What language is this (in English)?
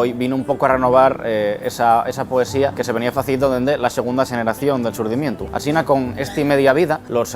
Asturian